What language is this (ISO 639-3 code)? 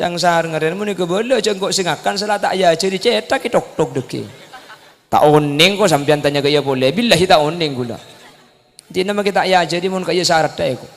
mad